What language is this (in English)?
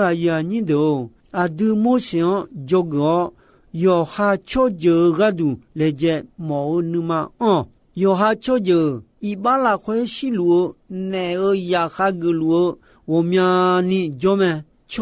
Akha